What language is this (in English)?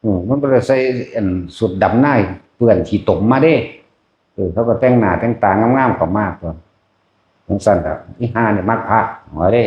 Northeastern Thai